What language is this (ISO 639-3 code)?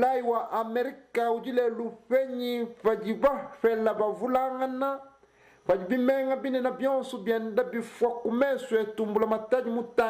lua